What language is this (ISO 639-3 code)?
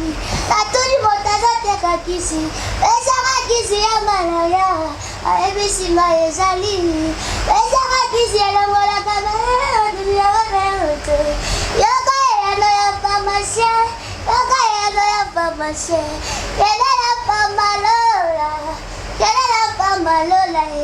lin